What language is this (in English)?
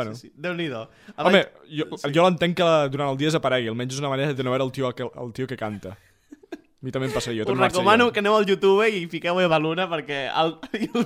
Catalan